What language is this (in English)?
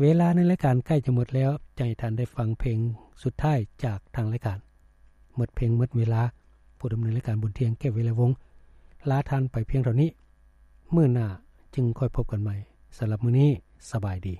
Lao